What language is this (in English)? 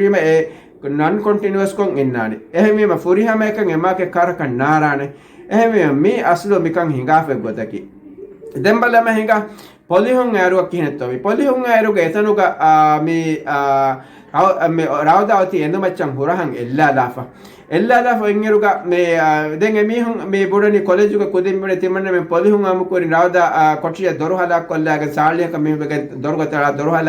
Divehi